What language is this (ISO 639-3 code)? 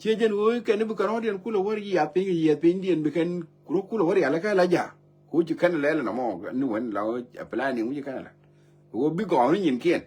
nus